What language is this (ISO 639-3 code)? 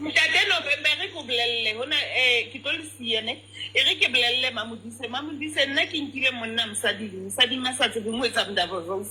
sot